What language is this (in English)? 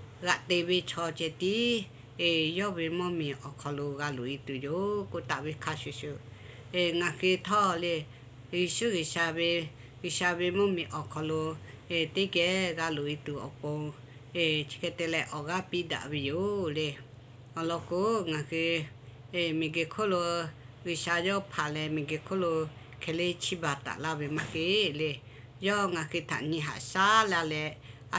Lahu